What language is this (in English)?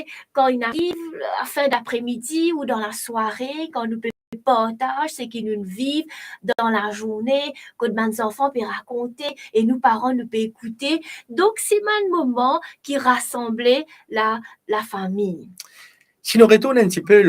Morisyen